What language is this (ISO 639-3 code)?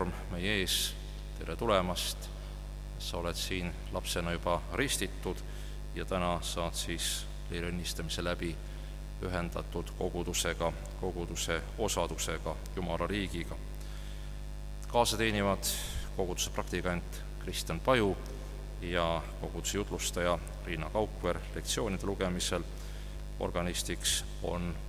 est